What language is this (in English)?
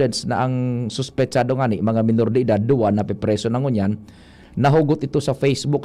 Bikol